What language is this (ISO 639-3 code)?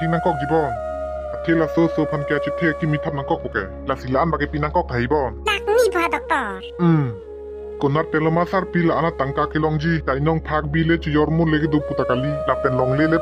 mjw